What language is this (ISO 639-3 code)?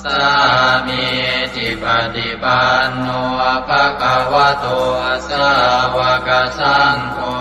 pli